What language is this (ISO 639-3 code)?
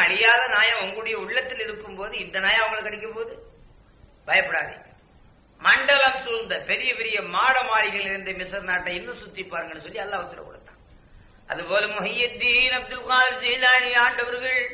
tam